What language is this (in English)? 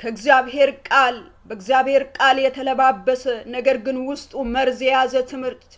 Amharic